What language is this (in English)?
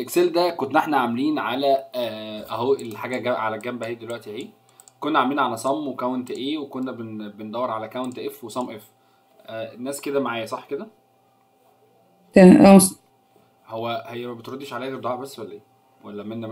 Egyptian Arabic